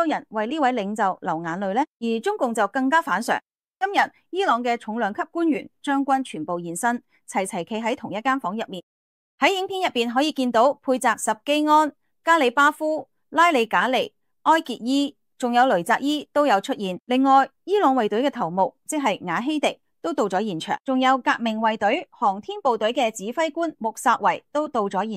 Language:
Cantonese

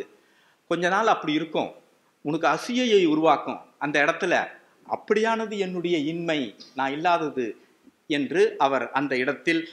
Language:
Tamil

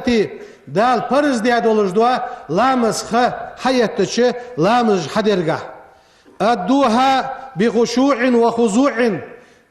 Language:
Ingush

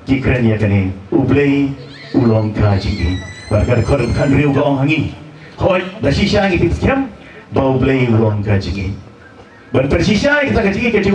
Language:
Khasi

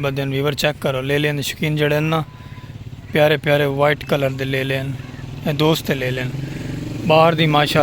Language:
Saraiki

